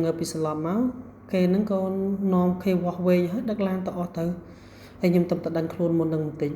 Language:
Khmer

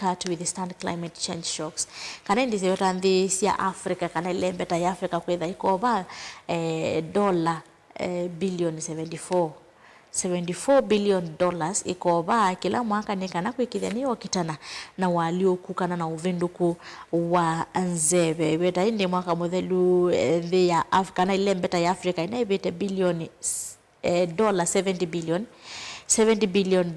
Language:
Kamba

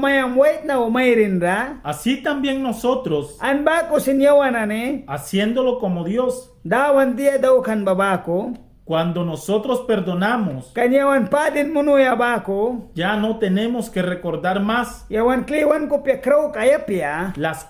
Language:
Mískito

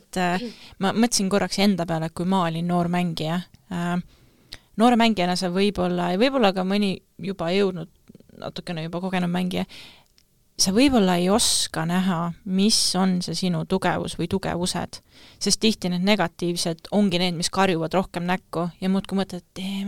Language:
Estonian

